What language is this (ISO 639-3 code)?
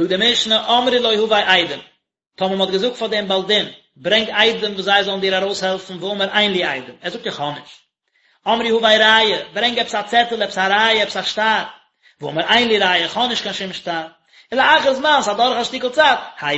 yid